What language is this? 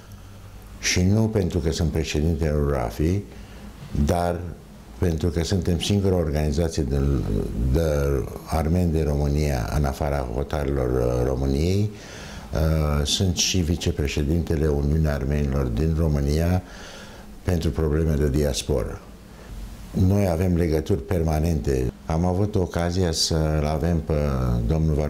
Romanian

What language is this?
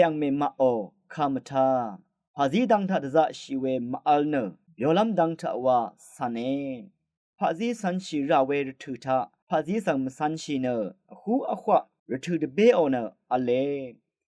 Rawang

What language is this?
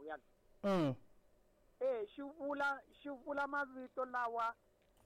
Tsonga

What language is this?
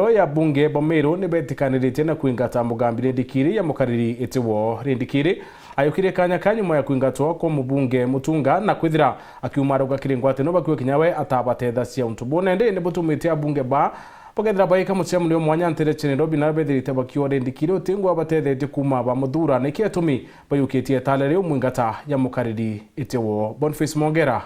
Meru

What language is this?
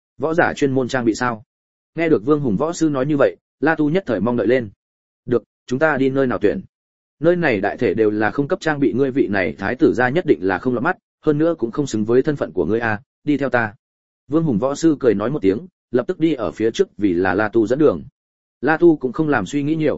Vietnamese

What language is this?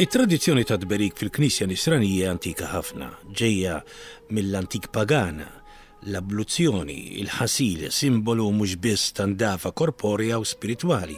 Maltese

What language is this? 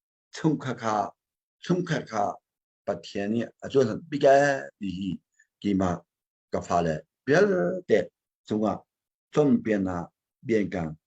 Hakha Chin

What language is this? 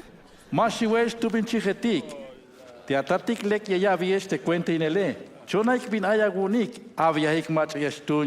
Tzeltal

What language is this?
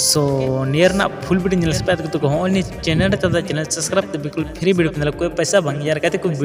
Santali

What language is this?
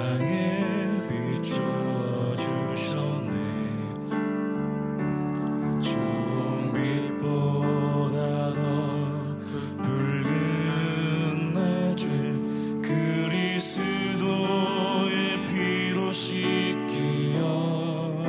Korean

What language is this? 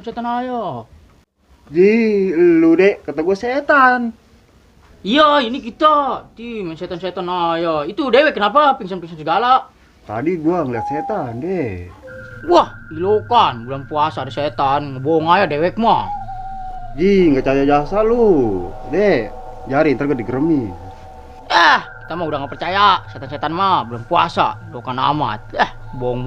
Betawi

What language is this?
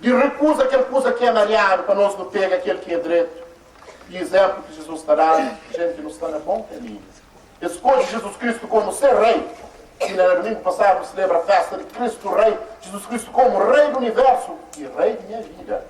Kabuverdianu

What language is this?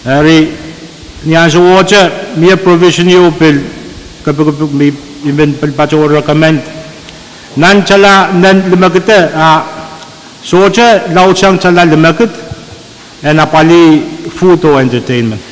Pohnpeian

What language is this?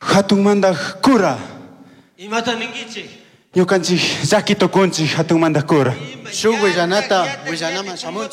Chimborazo Highland Quichua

